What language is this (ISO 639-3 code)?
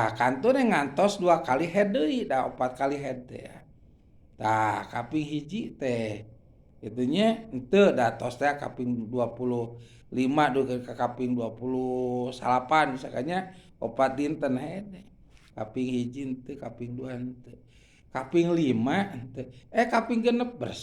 sun